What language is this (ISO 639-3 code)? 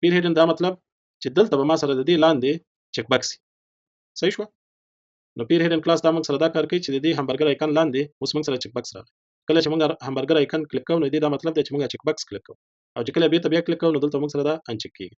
pus